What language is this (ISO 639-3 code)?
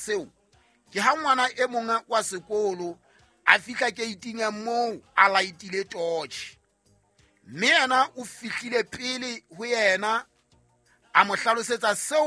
sot